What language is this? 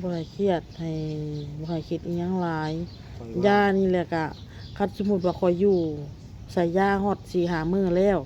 Lao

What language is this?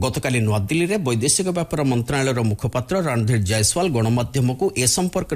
Odia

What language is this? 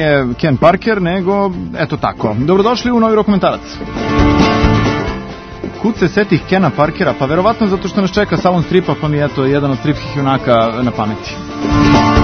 Serbian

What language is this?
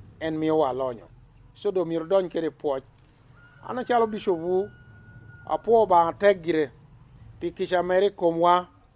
Lango (Uganda)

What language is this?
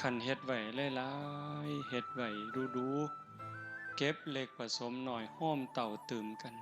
Northeastern Thai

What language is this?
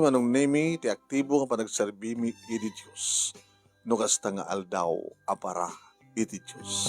Iloko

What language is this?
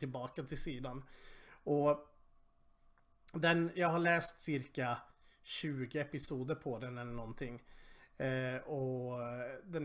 Swedish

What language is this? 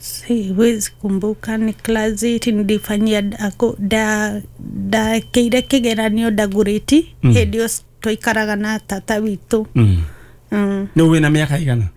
Kikuyu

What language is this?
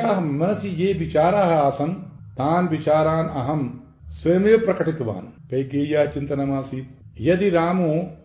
Sanskrit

